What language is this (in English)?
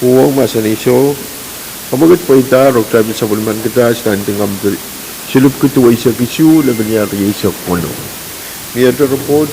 Pohnpeian